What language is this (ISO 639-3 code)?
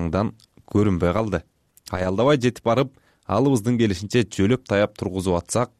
kir